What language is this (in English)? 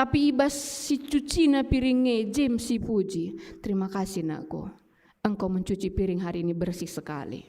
Batak Karo